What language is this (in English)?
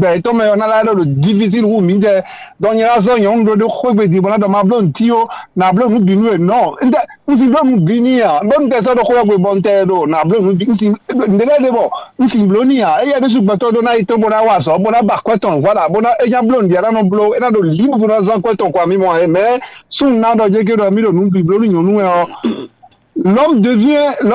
Fon